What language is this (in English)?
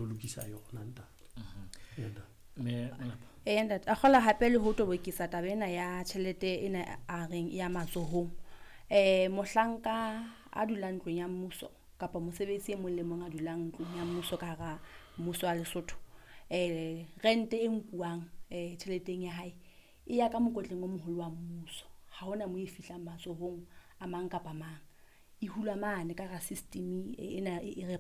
Southern Sotho